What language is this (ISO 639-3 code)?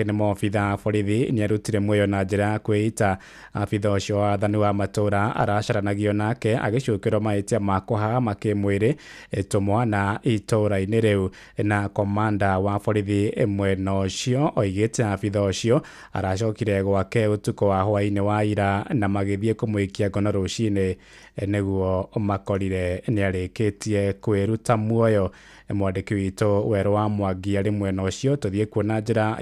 kik